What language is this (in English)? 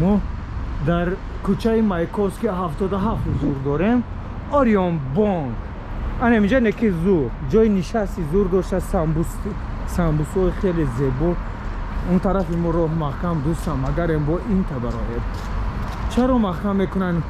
Tajik